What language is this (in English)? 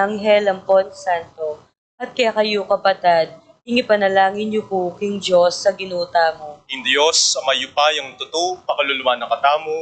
Pampanga